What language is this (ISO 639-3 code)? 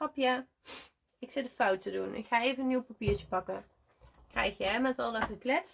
nld